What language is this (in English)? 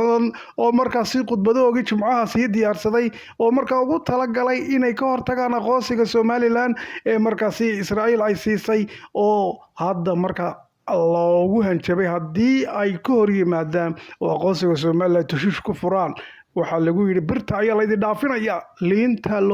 Somali